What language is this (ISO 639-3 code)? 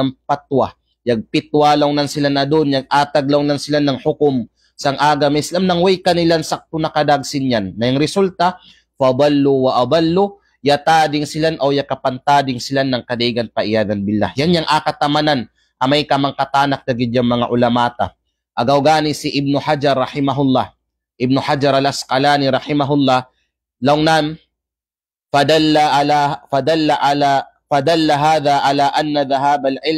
kqe